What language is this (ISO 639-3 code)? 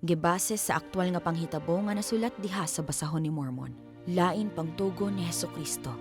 ceb